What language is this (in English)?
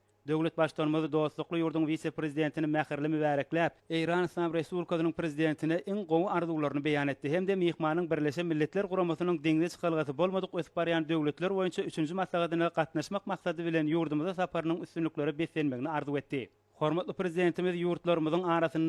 Turkmen